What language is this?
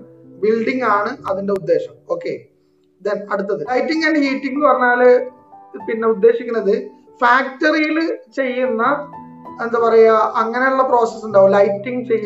Malayalam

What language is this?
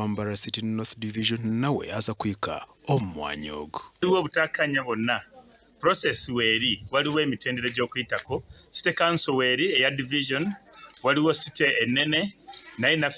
Nyankole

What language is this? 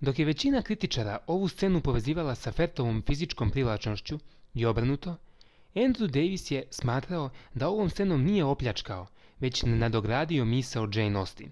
Serbian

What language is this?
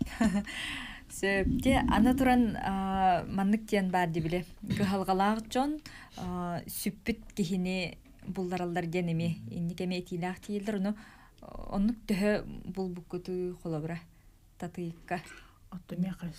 Yakut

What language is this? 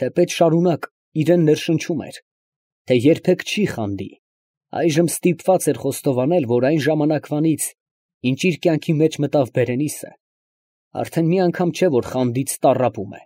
Armenian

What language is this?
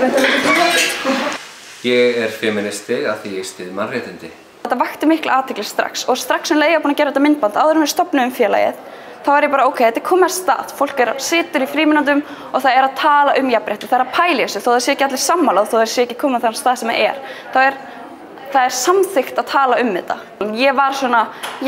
Icelandic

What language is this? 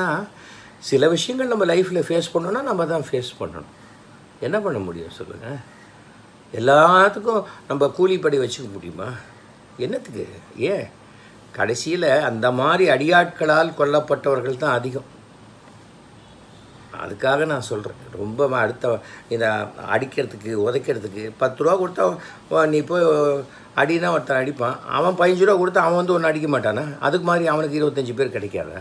Tamil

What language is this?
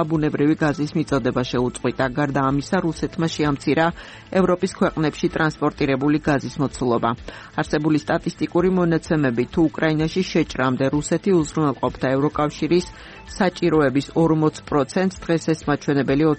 Georgian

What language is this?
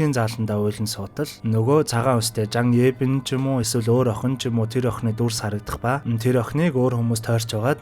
Mongolian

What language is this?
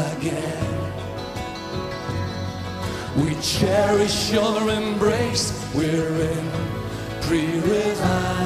Estonian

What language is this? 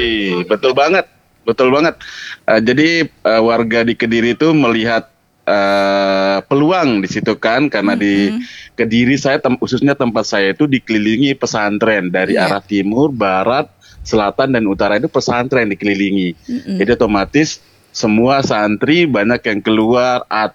Indonesian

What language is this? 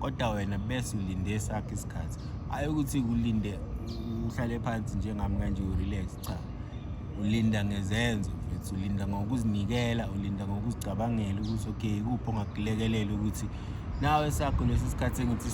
Zulu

